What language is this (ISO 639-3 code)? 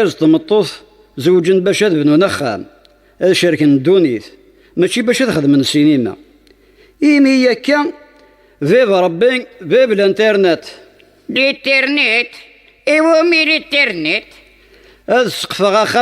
kab